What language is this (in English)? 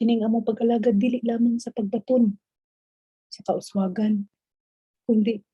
Cebuano